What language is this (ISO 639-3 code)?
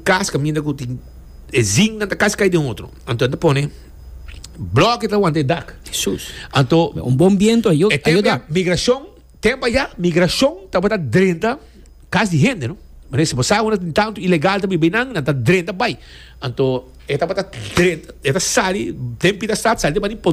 pap